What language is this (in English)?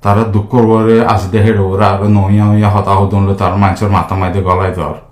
Rohingya